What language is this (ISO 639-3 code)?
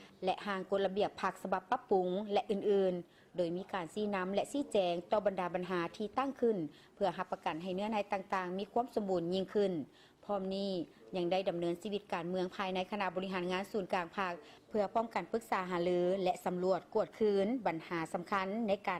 lao